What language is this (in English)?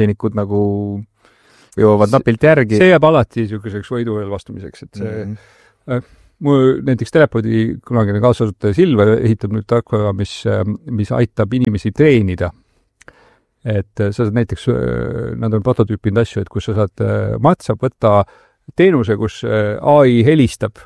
Estonian